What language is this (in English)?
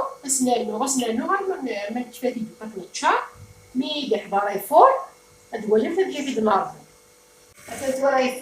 Kabyle